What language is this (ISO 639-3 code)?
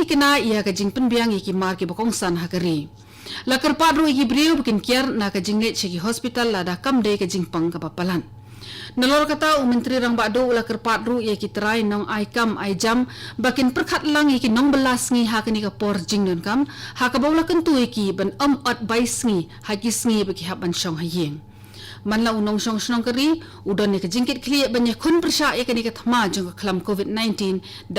kha